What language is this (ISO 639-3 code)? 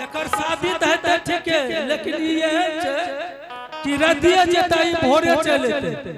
anp